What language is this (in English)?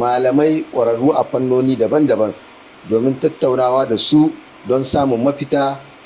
Hausa